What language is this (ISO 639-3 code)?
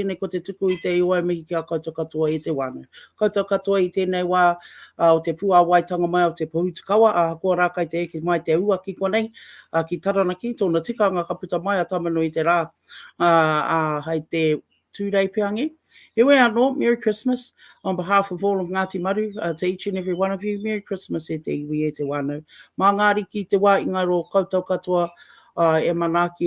mri